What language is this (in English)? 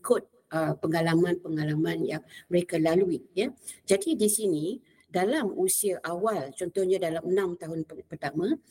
Malay